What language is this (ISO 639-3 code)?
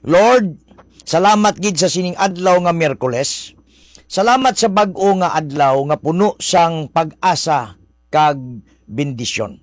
hil